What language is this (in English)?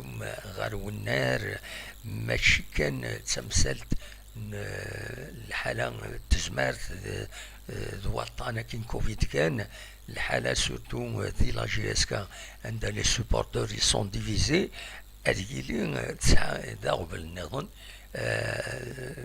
Kabyle